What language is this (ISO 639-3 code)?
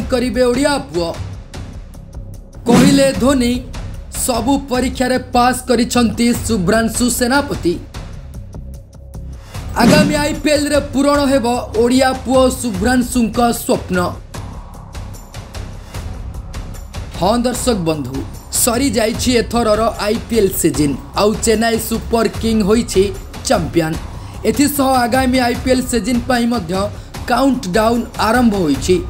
ori